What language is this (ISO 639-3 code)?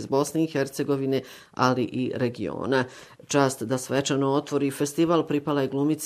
bos